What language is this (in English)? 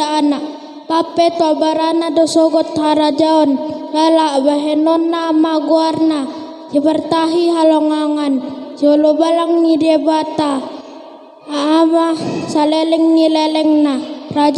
Batak Toba